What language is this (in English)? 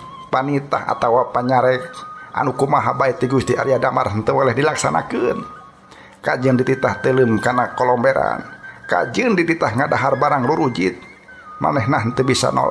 Sundanese